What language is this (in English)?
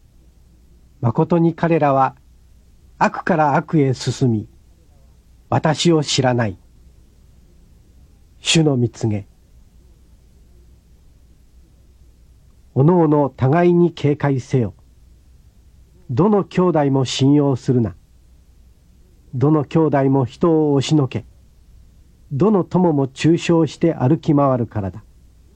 Japanese